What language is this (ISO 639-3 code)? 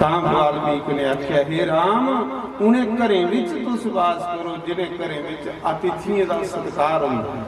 doi